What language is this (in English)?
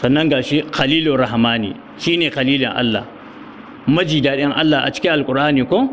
Hausa